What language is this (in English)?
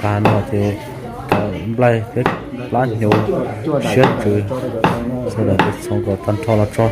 Hmong